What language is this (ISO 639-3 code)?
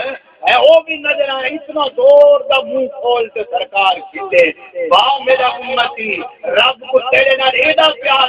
skr